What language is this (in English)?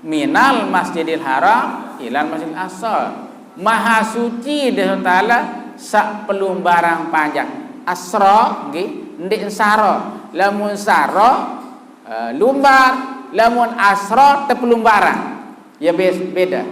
Sasak